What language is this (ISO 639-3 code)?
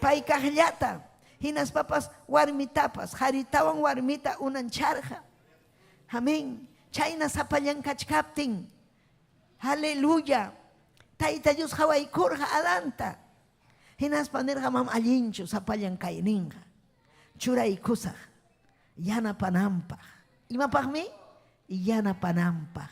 quy